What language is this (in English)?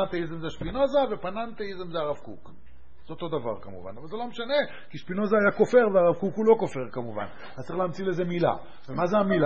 Hebrew